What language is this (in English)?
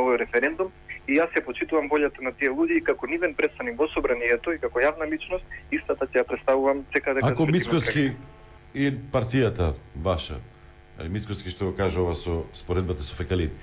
Macedonian